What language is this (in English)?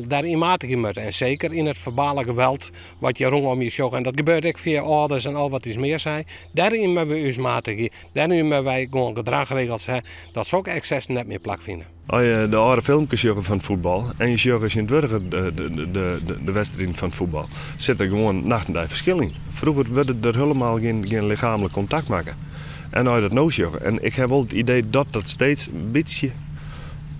Western Frisian